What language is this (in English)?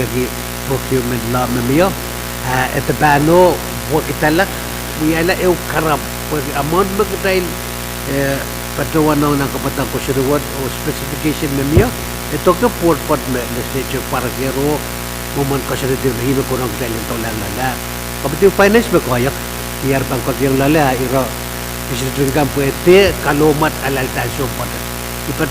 Pohnpeian